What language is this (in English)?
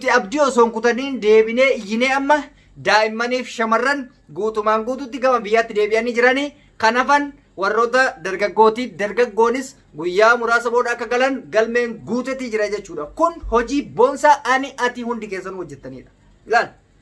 Oromo